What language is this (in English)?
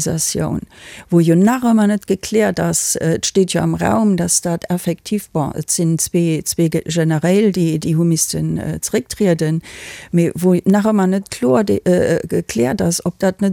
Luxembourgish